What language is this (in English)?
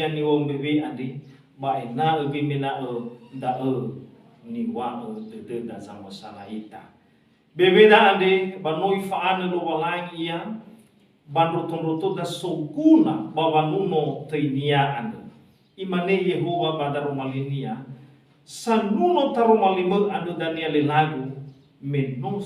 Nias